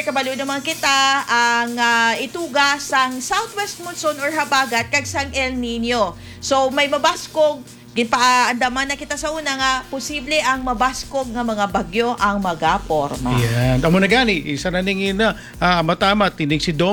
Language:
Hiligaynon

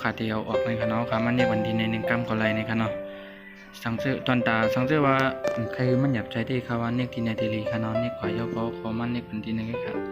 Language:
Shan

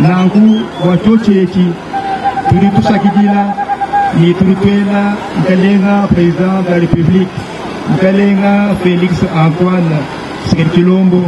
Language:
Luba-Lulua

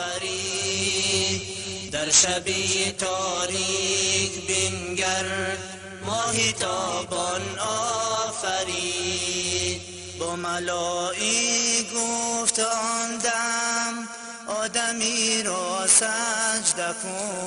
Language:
Persian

